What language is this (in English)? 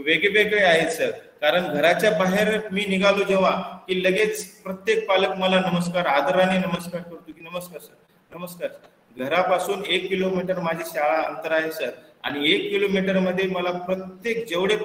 Marathi